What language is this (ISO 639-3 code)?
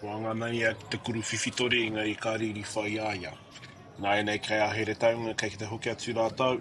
mri